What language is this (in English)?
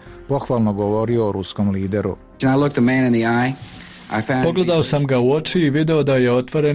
Serbian